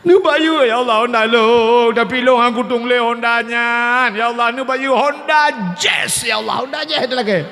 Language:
Achinese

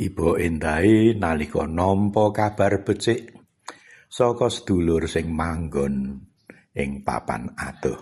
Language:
Javanese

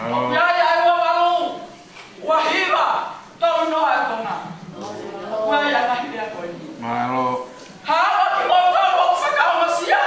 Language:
Tongan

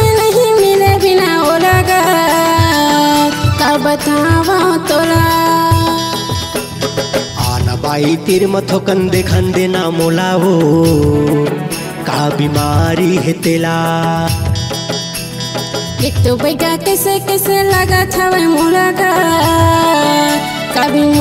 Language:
Chhattisgarhi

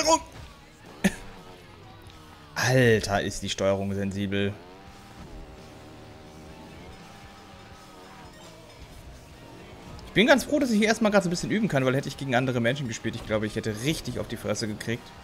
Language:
German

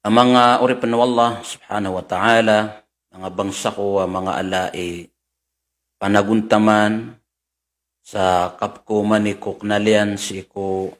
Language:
Maranao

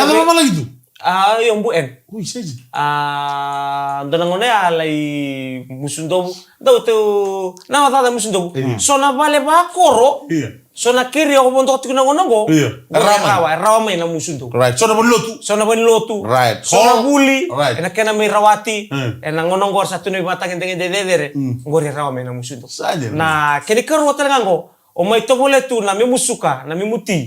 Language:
Fijian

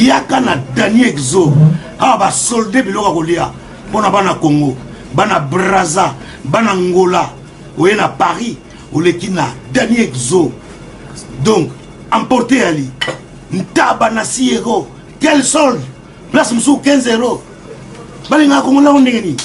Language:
Lingala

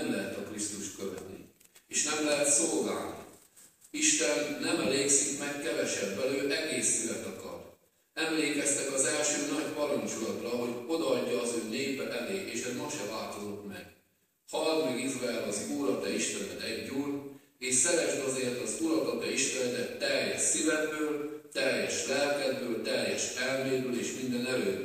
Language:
Hungarian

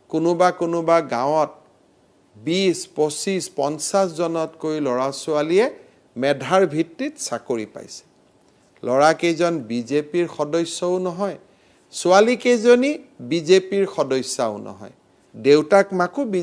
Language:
Assamese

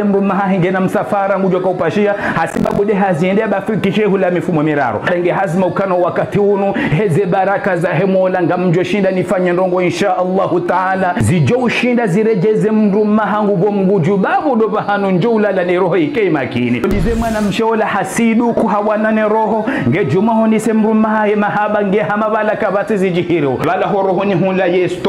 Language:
Ngazidja Comorian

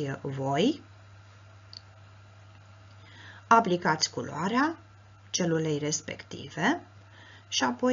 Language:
Romanian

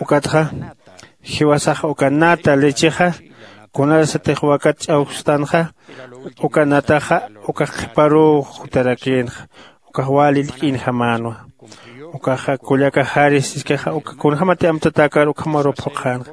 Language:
Aymara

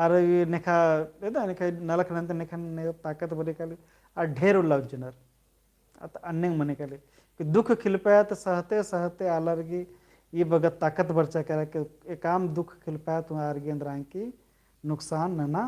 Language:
Kurukh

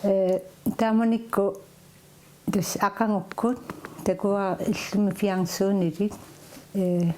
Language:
Kalaallisut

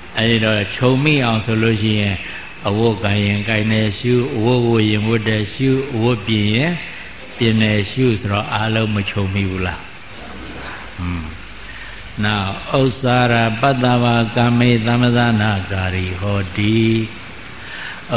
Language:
Burmese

